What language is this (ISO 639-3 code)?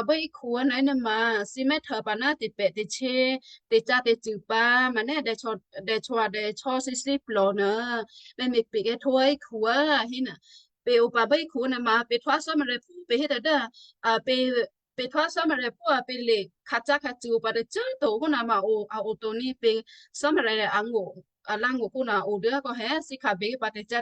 kyu